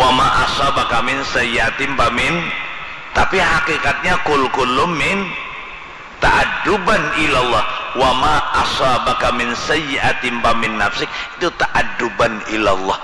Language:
Banjar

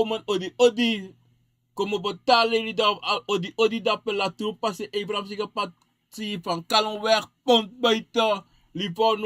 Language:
Sranan Tongo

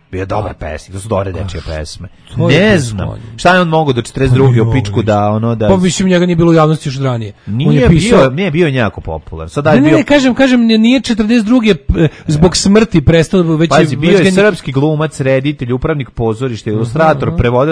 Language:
Serbian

